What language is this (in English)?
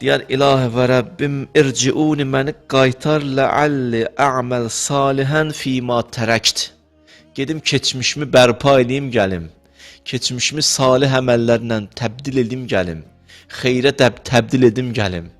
Azerbaijani